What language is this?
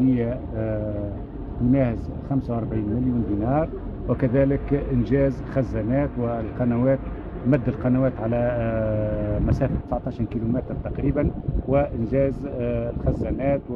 Tunisian Arabic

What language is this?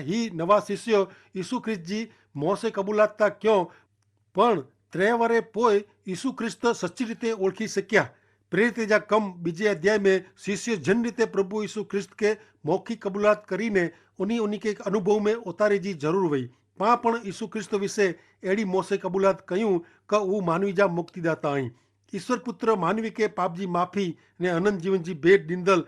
Kachhi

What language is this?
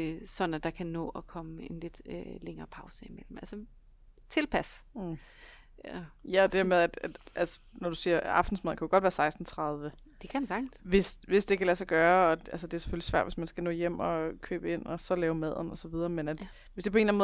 Danish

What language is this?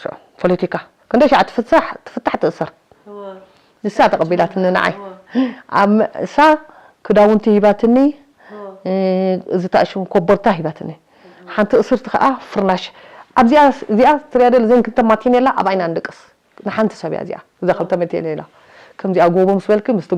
Tigrinya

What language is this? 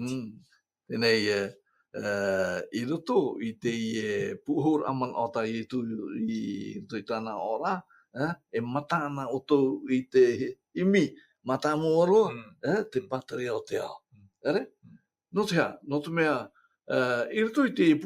Tahitian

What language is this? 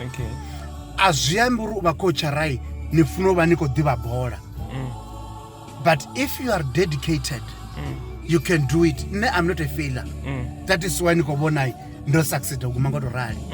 Venda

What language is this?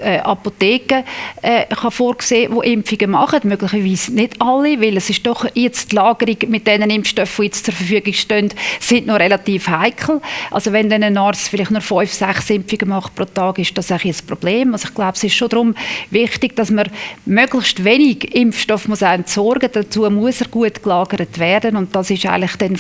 Swiss German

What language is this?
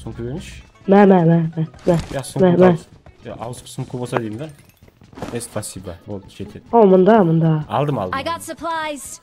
Kara-Kalpak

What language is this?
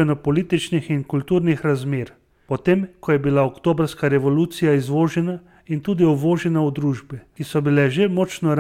Slovenian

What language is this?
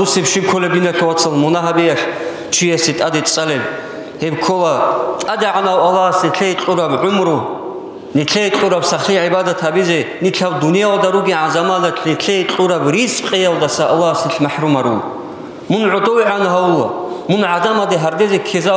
Avaric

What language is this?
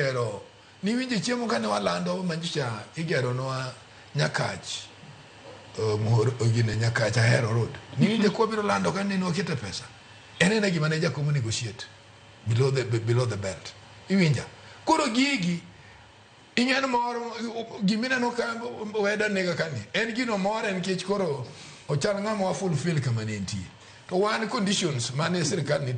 Luo (Kenya and Tanzania)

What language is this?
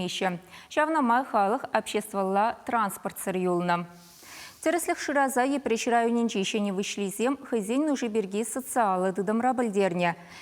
Chuvash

